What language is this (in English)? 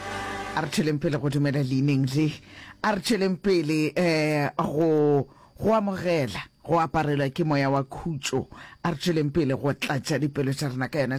Northern Sotho